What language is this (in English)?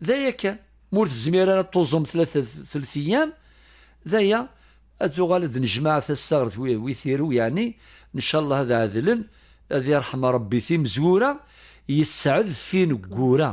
Kabyle